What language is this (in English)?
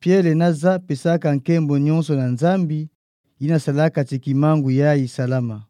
Kituba (Democratic Republic of Congo)